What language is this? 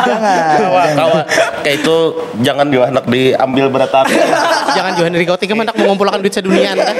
Banjar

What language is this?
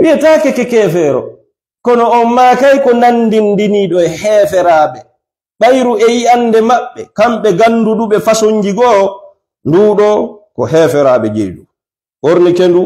Fula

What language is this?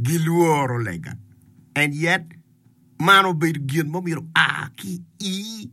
Acoli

